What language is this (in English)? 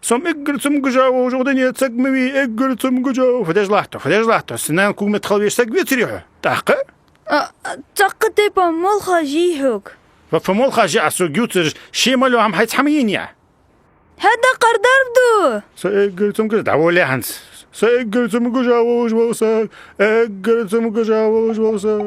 Ingush